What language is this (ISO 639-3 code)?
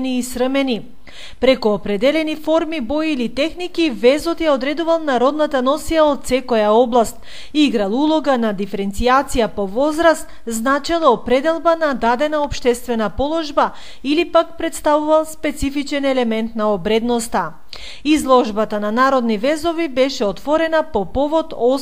mkd